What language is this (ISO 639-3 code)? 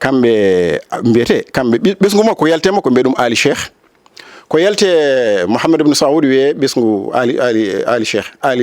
ful